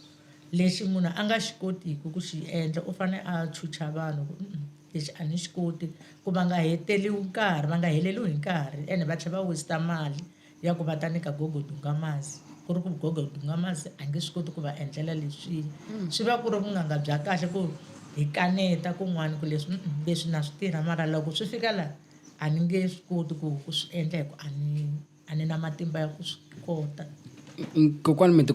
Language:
Tsonga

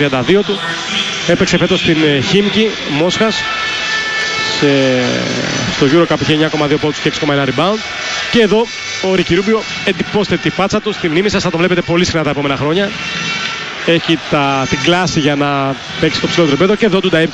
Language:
Greek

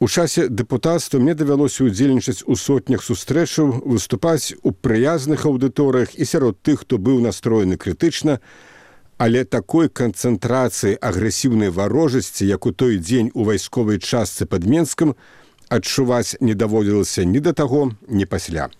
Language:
Belarusian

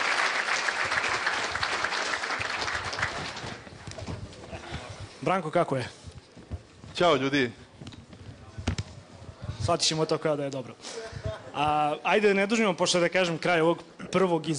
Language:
Serbian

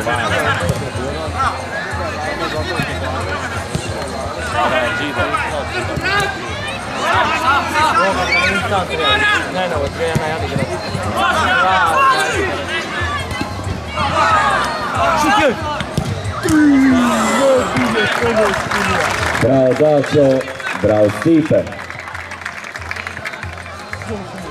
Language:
Croatian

